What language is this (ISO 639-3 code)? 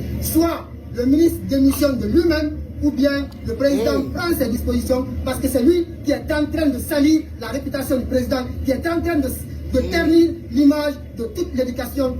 fuf